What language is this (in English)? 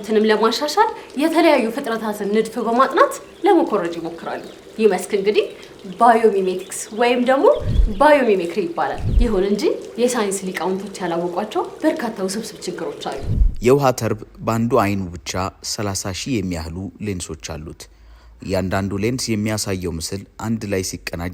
Amharic